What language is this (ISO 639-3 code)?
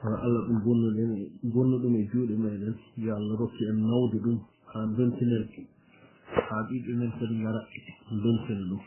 ful